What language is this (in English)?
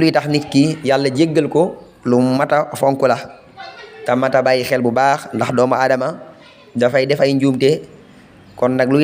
Wolof